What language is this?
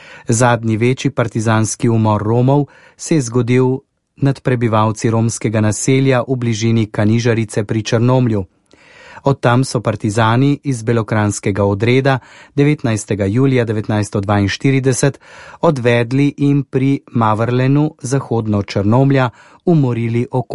Slovenian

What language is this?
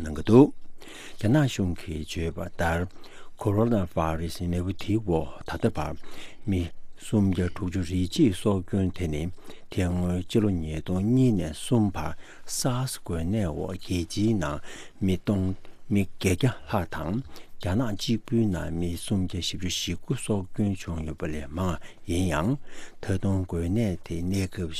Tibetan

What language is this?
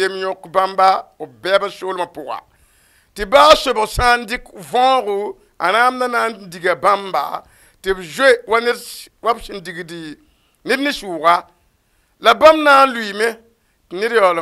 Mossi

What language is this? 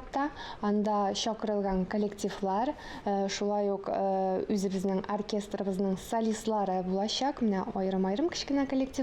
Tatar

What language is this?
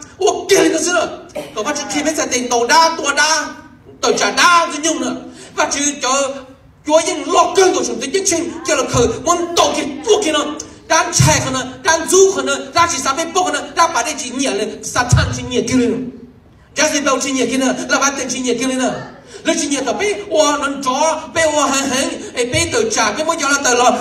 Vietnamese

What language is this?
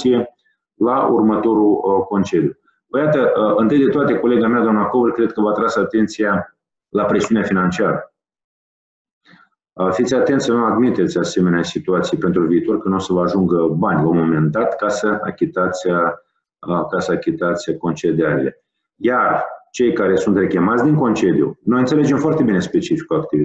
Romanian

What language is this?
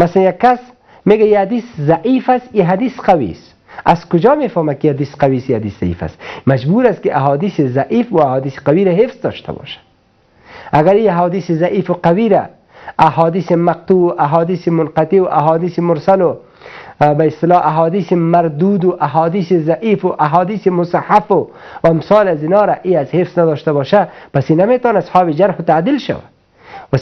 Persian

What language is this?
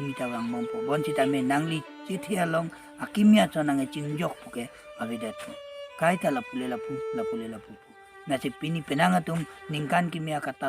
Karbi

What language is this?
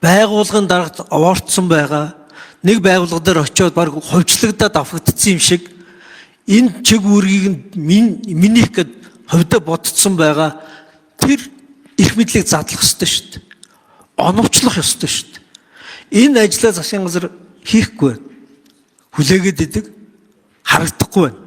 Mongolian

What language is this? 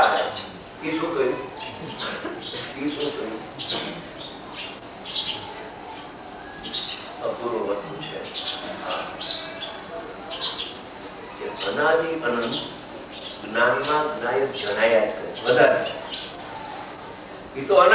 Gujarati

